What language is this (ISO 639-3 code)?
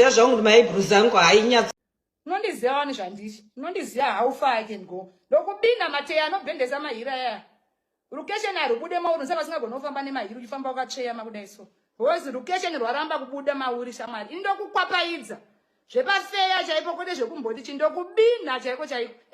sna